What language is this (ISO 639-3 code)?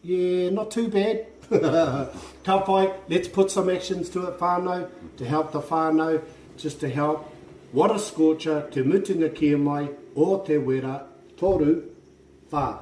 mri